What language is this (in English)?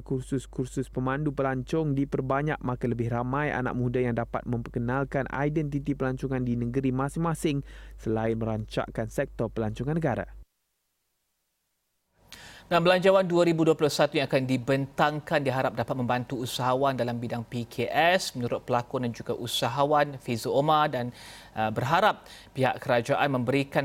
Malay